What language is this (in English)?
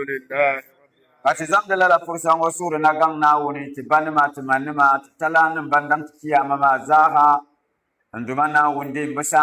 Dagbani